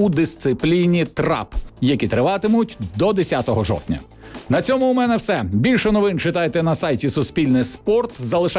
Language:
Ukrainian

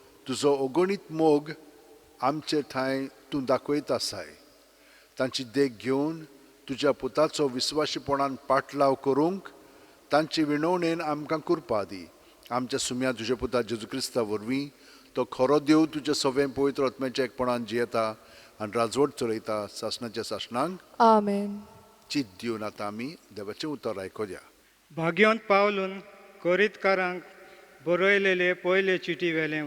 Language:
Konkani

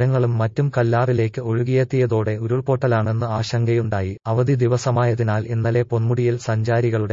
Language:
Malayalam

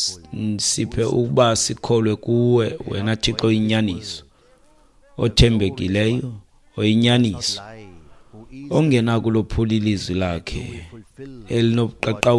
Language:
Xhosa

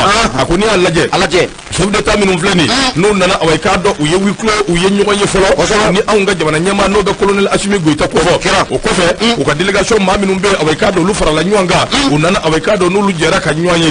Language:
Bambara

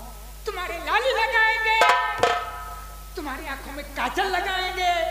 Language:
Hindi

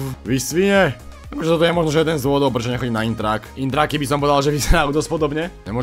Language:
Slovak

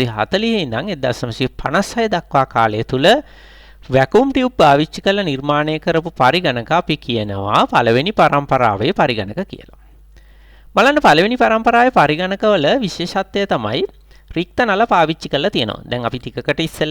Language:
Sinhala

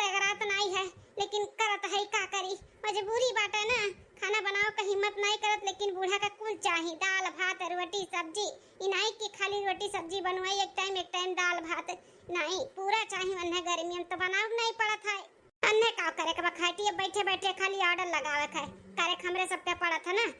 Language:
Awadhi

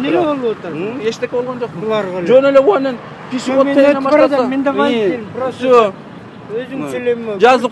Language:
Kyrgyz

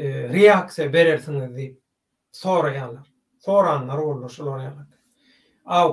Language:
Turkmen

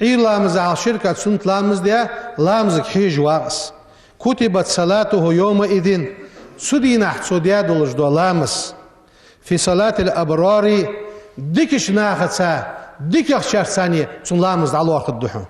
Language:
Ingush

